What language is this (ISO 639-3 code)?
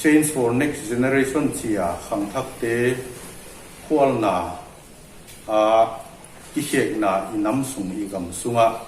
pck